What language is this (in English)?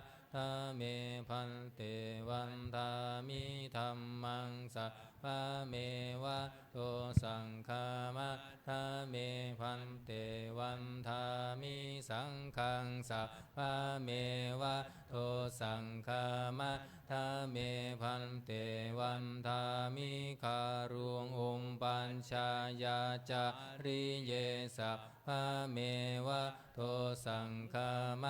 Pali